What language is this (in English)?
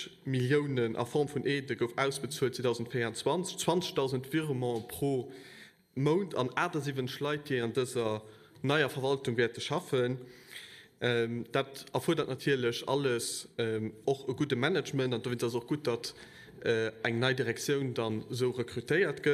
Luxembourgish